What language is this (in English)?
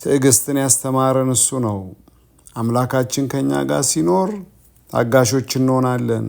Amharic